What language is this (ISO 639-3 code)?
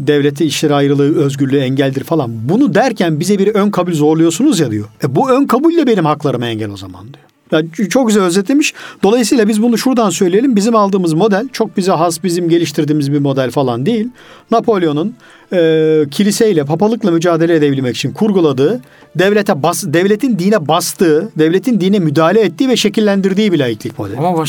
tur